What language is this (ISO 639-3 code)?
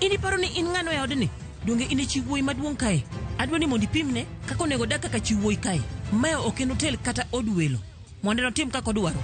luo